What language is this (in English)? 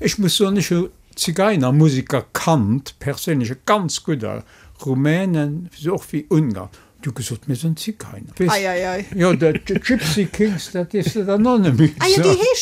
Luxembourgish